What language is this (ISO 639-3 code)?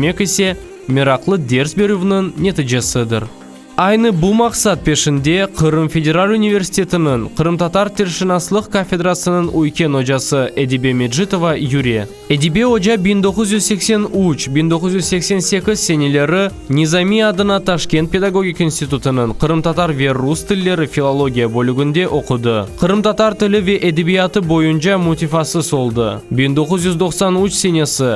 crh